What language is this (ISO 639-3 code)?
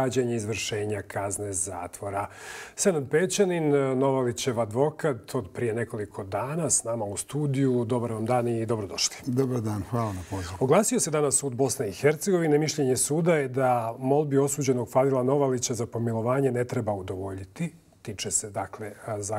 bos